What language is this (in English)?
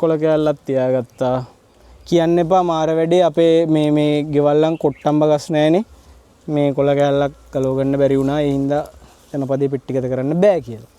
Sinhala